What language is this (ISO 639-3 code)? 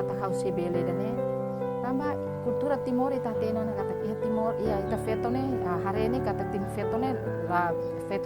tet